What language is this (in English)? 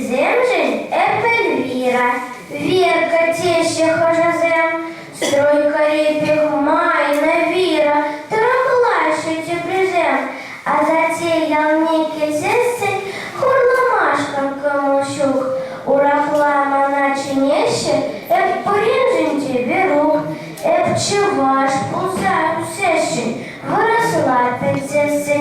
Chuvash